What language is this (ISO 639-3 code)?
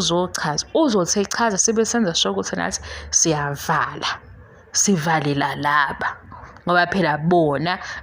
zul